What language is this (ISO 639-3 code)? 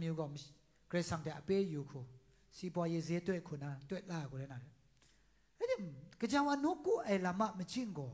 kac